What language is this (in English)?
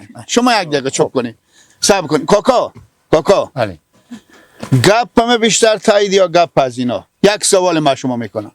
Persian